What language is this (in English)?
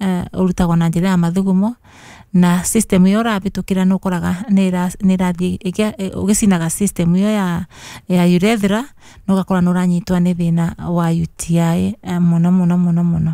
Kikuyu